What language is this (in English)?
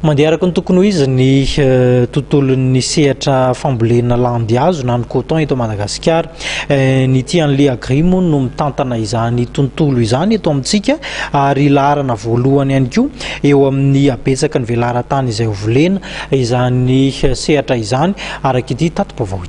Malagasy